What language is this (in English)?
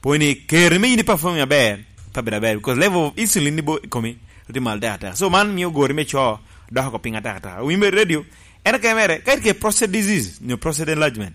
Lango (Uganda)